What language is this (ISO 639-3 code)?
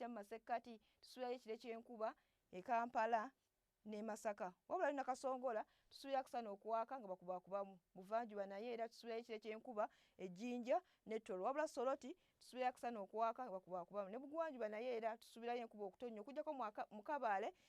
lug